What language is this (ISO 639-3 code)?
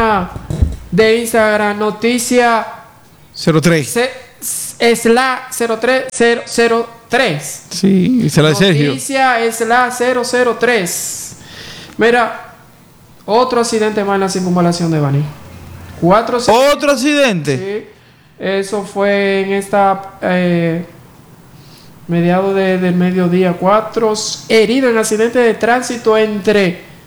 spa